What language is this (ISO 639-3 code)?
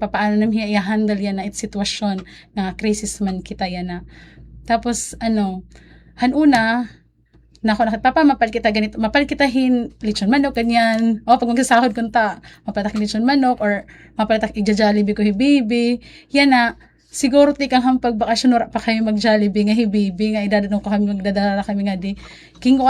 war